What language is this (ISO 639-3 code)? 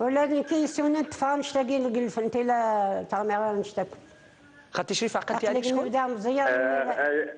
arq